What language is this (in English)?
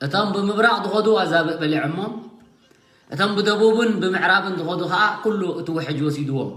Tigrinya